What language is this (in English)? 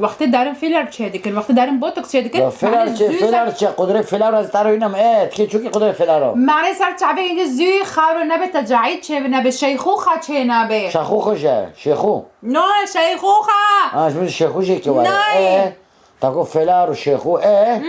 Kurdish